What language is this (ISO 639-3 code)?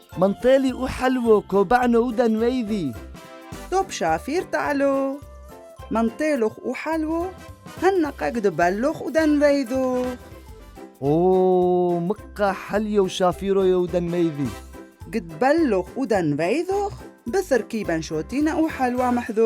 tru